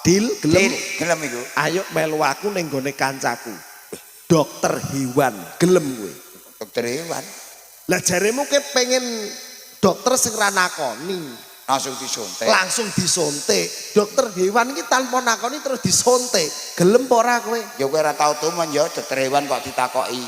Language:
Javanese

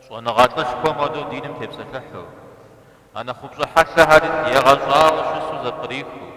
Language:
Kabardian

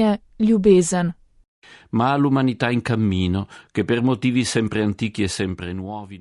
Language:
Slovenian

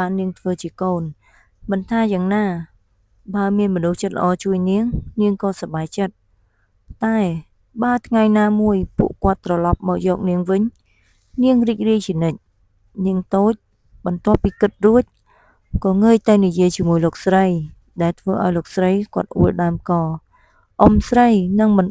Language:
Khmer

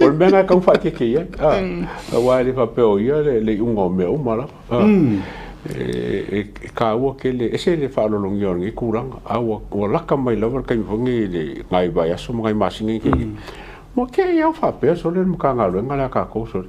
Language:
Samoan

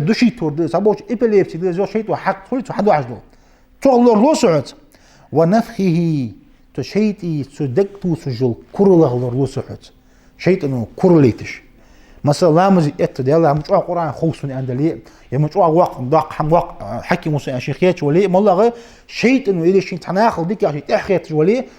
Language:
Ingush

